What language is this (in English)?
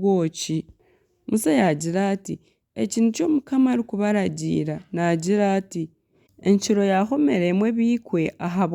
Nyankole